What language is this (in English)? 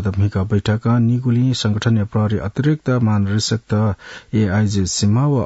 Newari